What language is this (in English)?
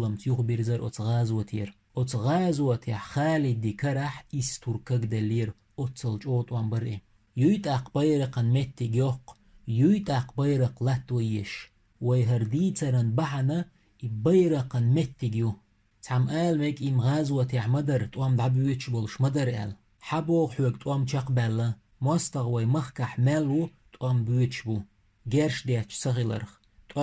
Chechen